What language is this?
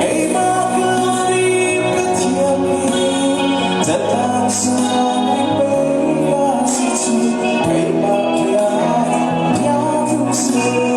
Hakha Chin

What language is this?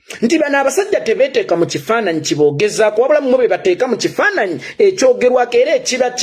Ganda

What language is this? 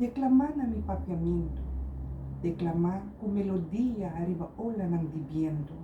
Papiamento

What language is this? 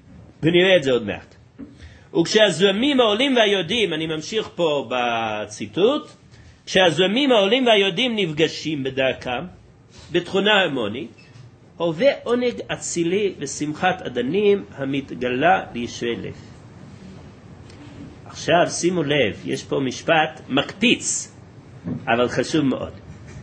Hebrew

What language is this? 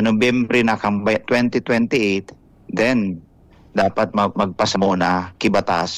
Bikol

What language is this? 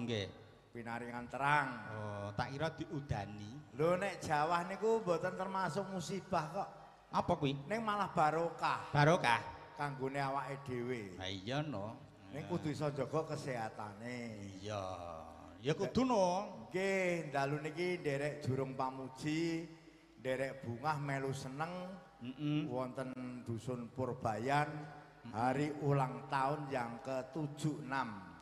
Javanese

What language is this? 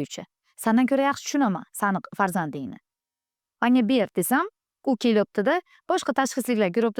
Uzbek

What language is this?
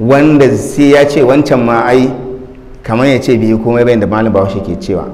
Hausa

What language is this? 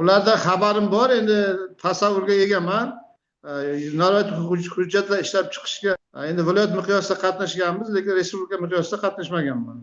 Uzbek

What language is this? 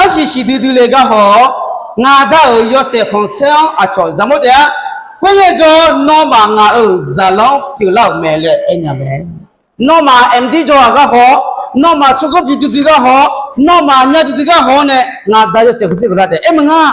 Akha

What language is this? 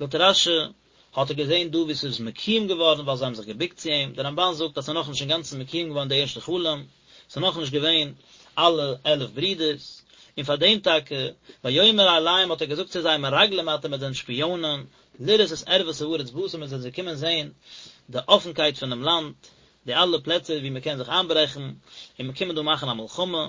Yiddish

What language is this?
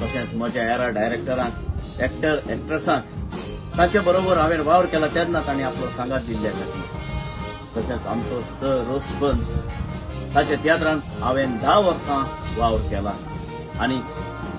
Konkani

